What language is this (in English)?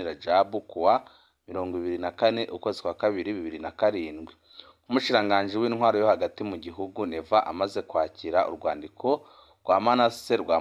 Rundi